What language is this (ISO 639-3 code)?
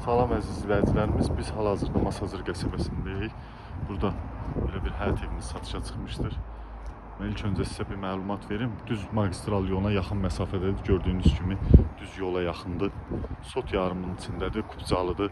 aze